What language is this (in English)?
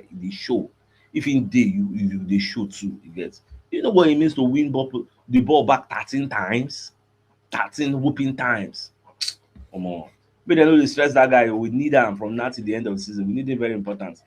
Nigerian Pidgin